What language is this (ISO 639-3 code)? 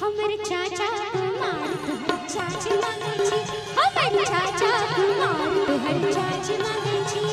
mai